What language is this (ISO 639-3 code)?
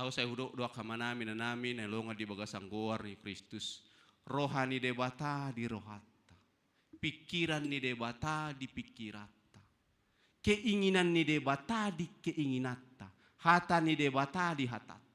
bbc